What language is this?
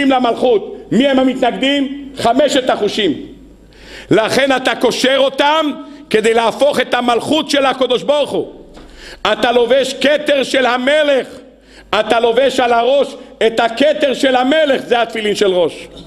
Hebrew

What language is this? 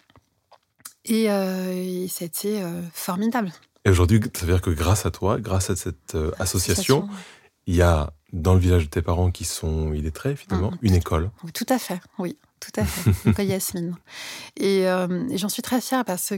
French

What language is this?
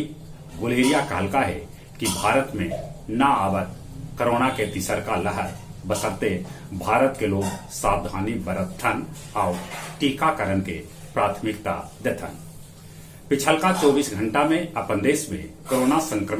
Magahi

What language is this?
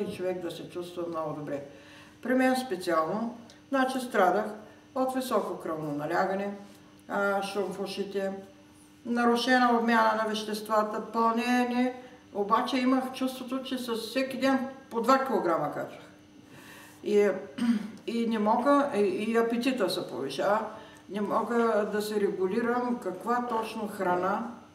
Bulgarian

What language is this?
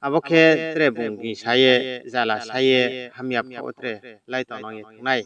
Riang (India)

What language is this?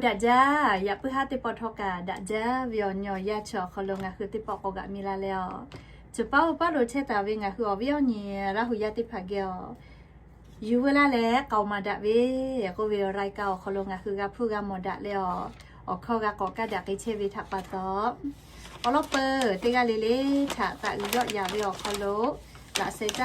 Lahu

